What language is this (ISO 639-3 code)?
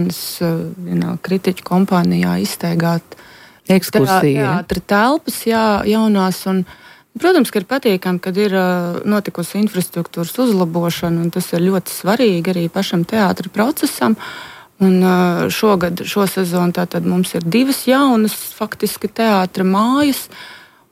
lav